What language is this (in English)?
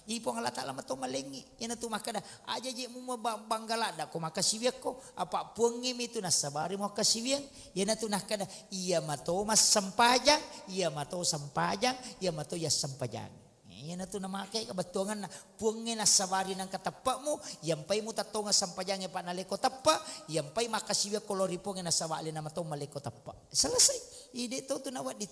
Buginese